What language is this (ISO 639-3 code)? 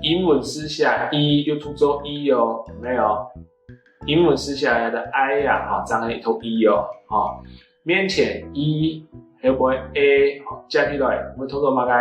hak